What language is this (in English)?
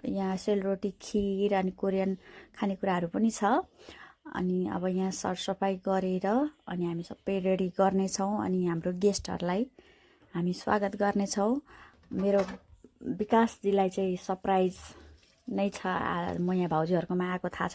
Nepali